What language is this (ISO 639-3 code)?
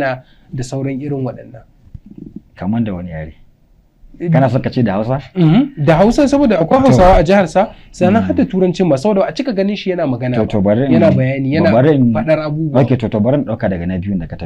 hau